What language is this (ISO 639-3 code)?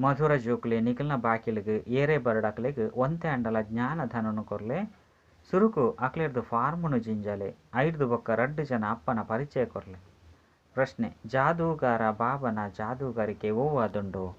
tcy